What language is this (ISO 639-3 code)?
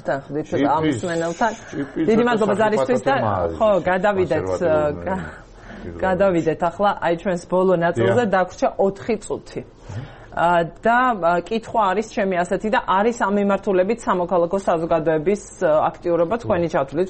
kat